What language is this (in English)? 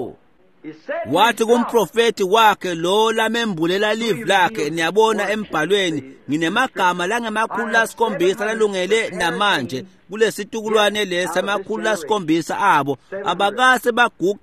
Swati